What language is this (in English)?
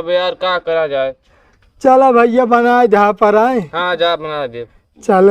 Awadhi